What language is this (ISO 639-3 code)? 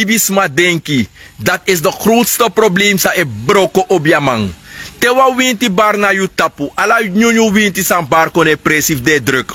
srn